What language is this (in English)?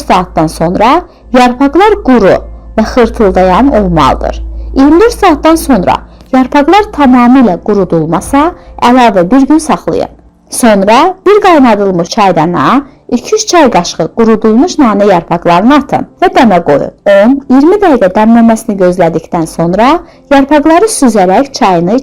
Azerbaijani